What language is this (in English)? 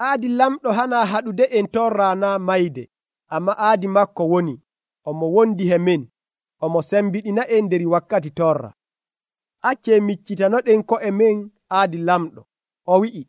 Nigerian Fulfulde